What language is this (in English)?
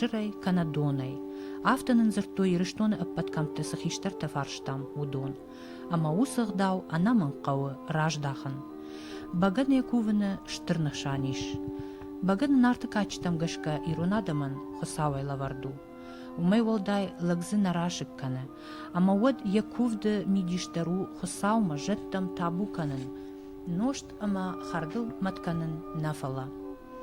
Ossetic